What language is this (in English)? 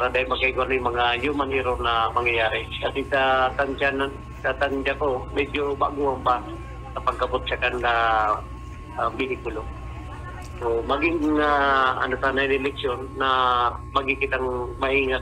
Bikol